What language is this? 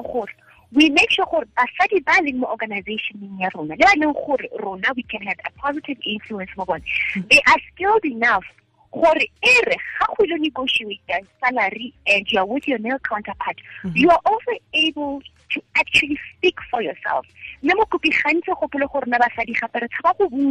Tswana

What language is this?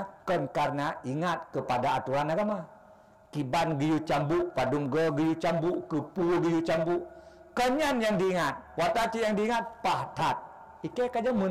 Achinese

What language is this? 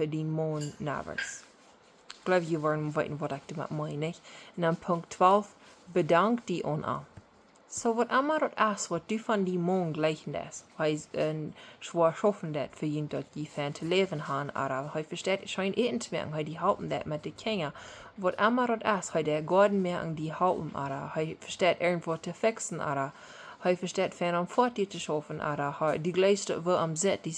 Plautdietsch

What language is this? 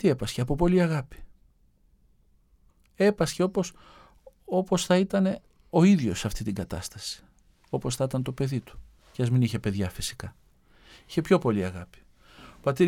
Greek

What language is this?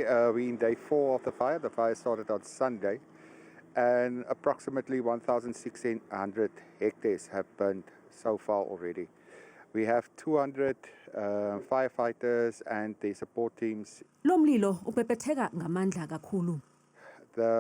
Zulu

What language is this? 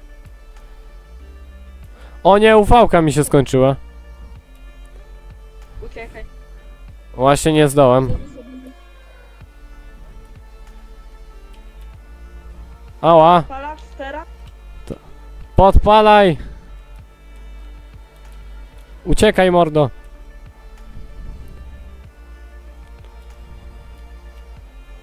Polish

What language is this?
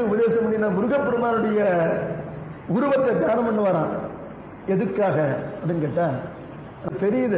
Tamil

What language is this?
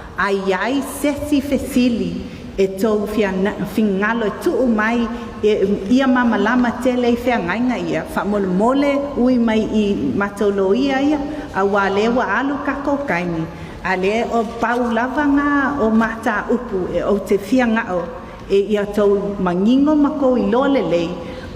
Samoan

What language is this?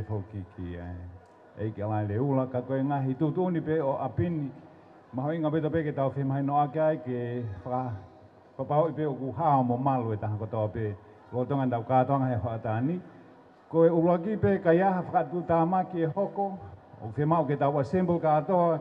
Tongan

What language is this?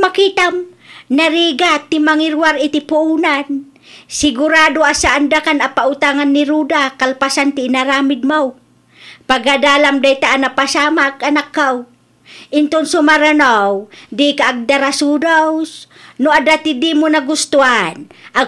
Iloko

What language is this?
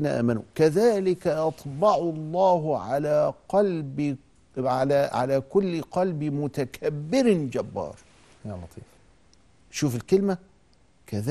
Egyptian Arabic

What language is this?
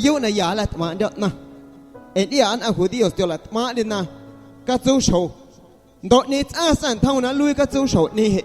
Guerrero Amuzgo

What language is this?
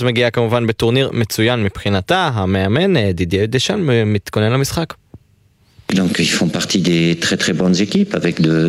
Hebrew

